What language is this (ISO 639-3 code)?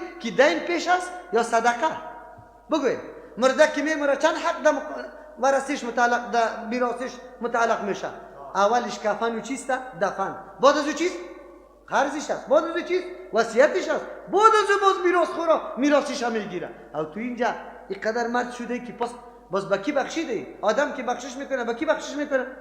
fas